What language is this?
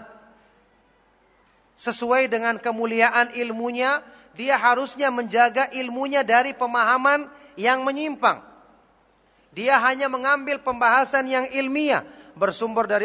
Indonesian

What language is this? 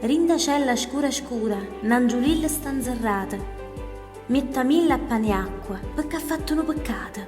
Neapolitan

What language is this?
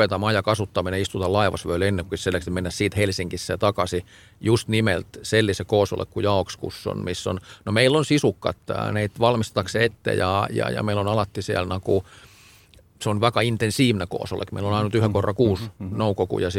Estonian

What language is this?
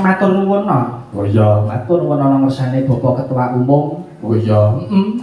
Javanese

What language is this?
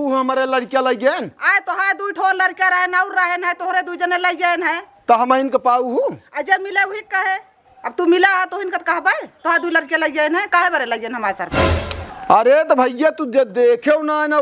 Awadhi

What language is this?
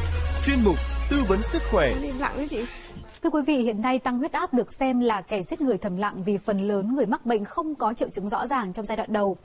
Vietnamese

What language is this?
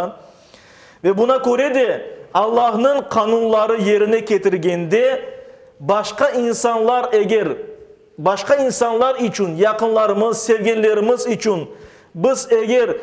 Crimean Tatar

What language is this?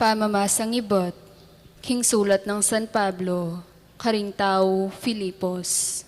Pampanga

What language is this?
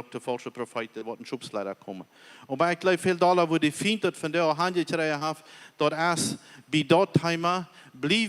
Plautdietsch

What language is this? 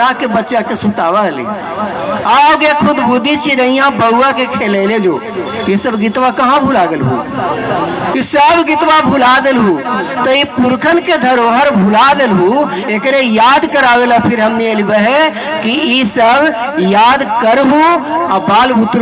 Magahi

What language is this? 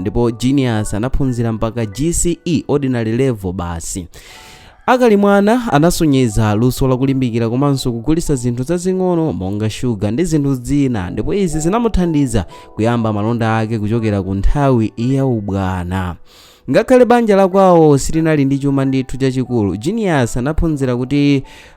Nyanja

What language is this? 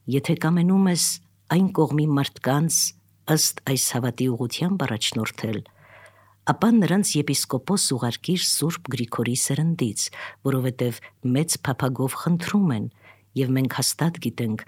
Armenian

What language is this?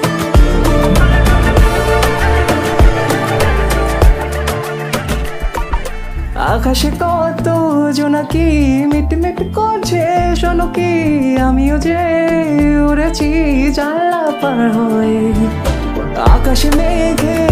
Bangla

